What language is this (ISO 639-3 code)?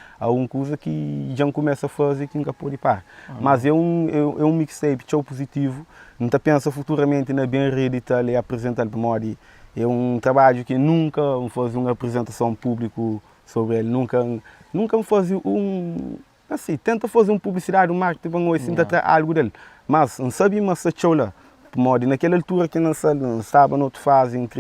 kea